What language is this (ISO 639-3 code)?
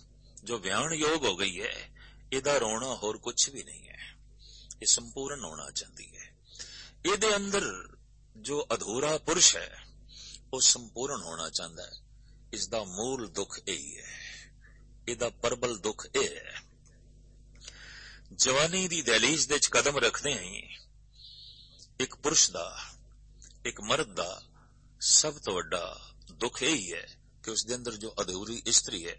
pan